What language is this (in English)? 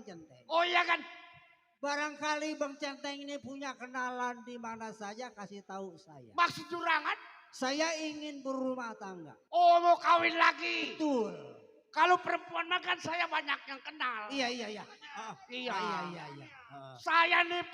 Betawi